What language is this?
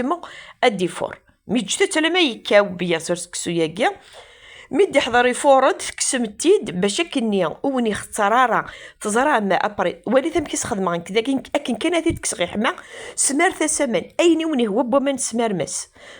Kabyle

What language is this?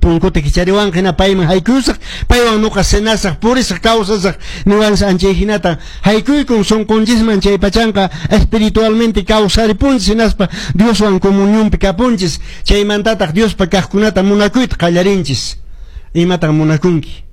Quechua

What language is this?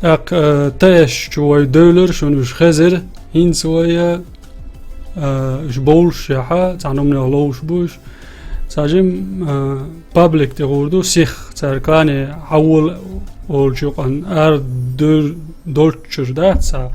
Chechen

